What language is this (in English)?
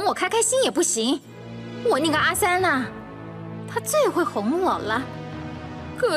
Chinese